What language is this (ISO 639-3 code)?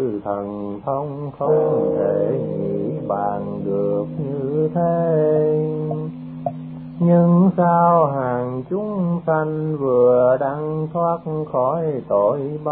vie